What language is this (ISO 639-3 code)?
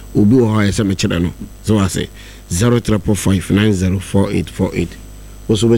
aka